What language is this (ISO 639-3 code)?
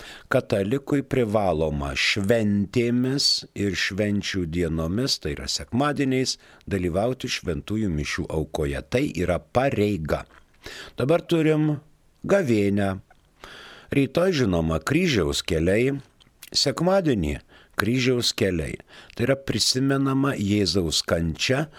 lit